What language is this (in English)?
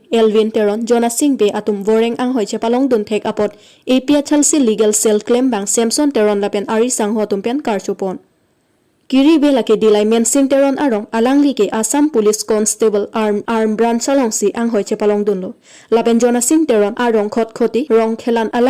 Karbi